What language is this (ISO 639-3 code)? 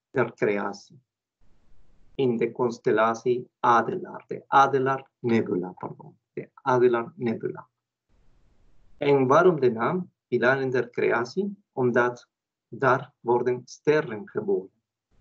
nld